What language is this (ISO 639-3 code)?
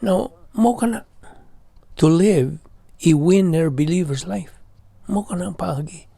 ceb